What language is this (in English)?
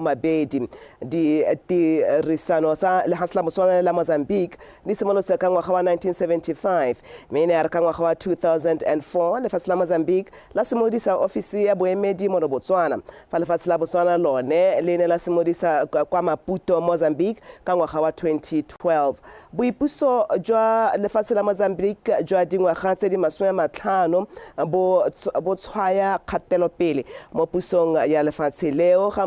Tswana